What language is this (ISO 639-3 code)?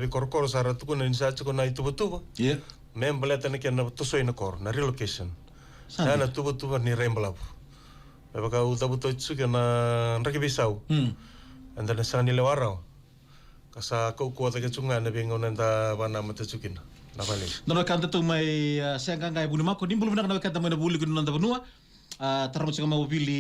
fij